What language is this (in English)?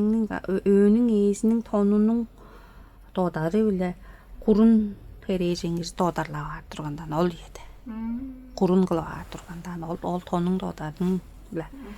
Tuvinian